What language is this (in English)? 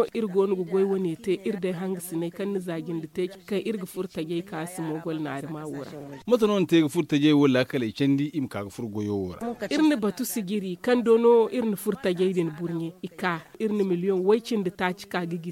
Zarma